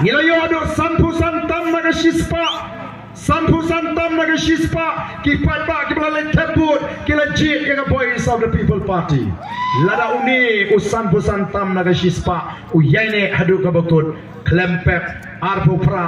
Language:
Khasi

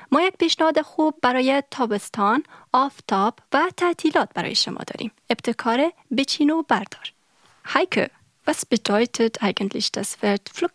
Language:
Persian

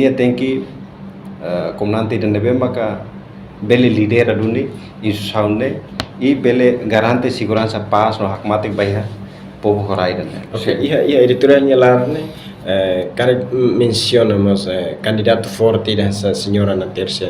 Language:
Tetum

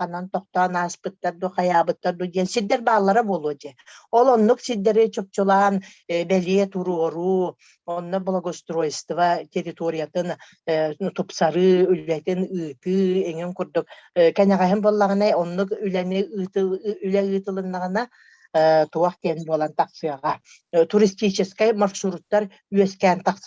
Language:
Yakut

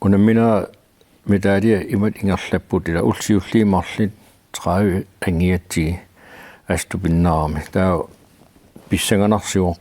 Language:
Kalaallisut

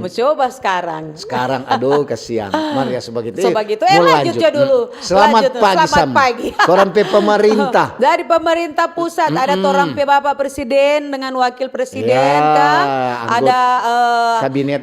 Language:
Manado Malay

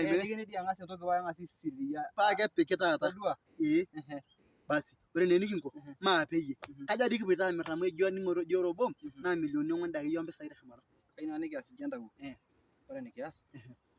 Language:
Masai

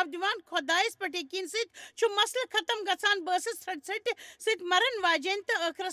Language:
Kashmiri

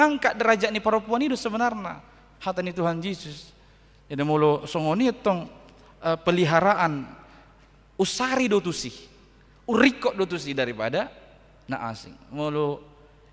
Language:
Batak Toba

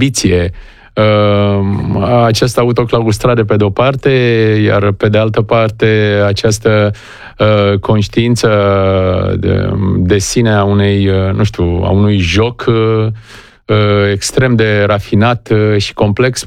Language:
Romanian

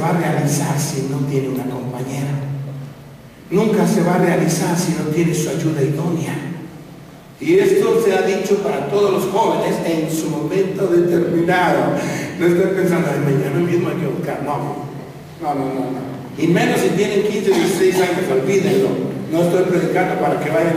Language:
Spanish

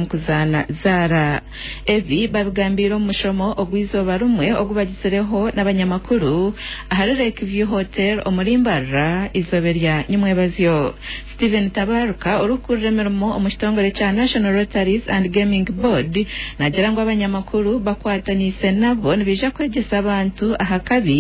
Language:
Nyankole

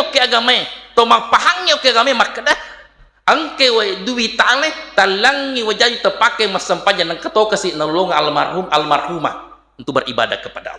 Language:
Buginese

